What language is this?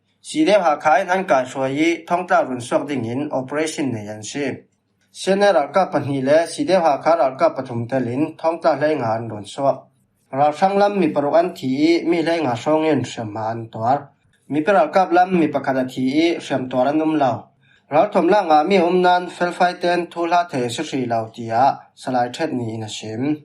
Falam Chin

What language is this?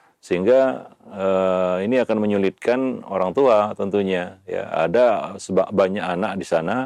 Indonesian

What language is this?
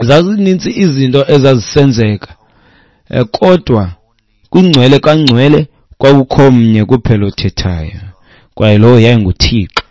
Xhosa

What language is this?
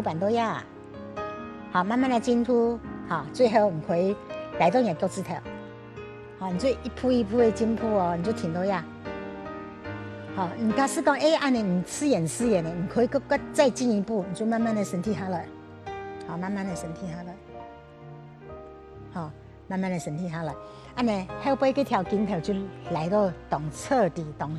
Hakka Chinese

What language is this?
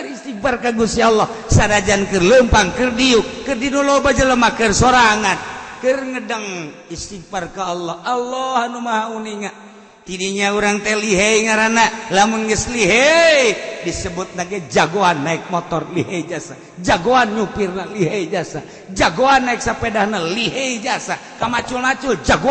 Sundanese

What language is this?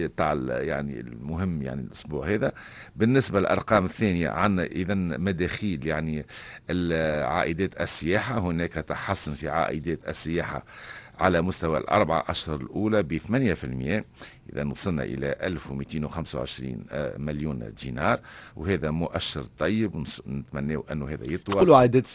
Tunisian Arabic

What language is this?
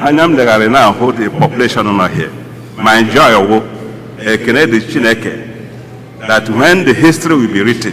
Igbo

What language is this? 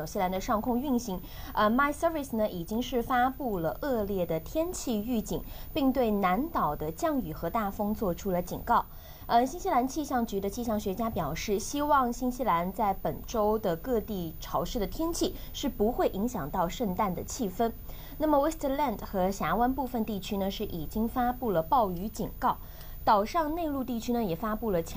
Chinese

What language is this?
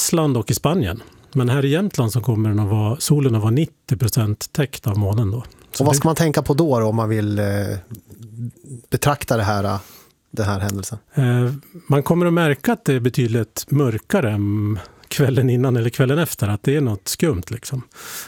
Swedish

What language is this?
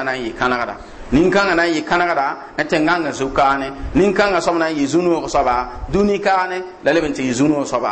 Mossi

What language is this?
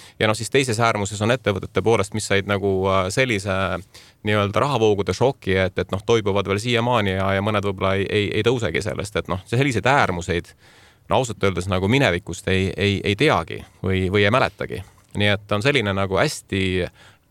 Estonian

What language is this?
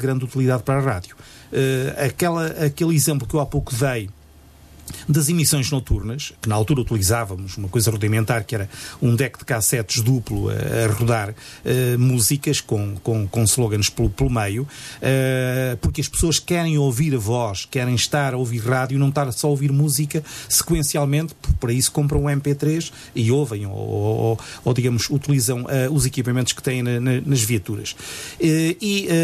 Portuguese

